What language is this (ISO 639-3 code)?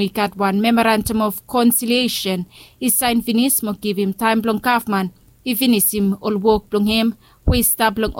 bis